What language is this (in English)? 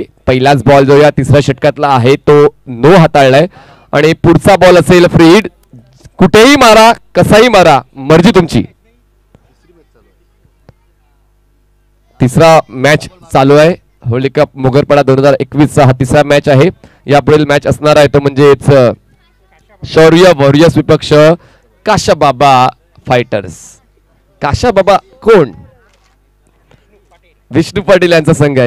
Marathi